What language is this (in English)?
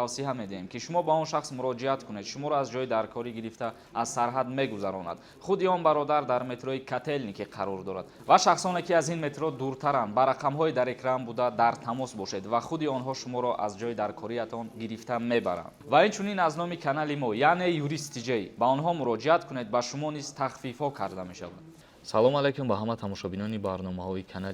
Tajik